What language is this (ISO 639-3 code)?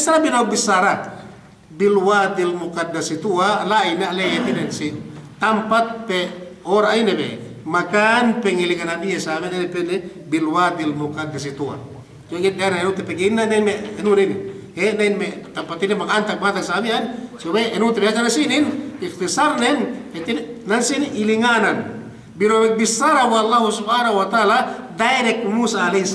yka